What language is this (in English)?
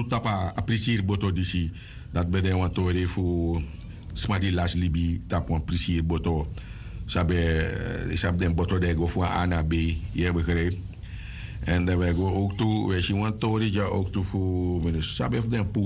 Sranan Tongo